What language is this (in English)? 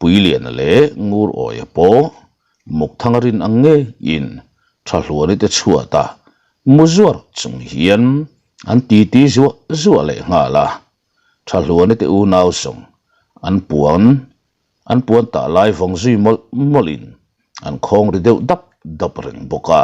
Mizo